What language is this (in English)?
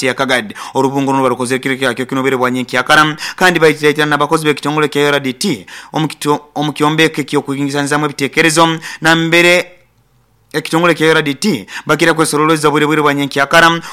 Nyankole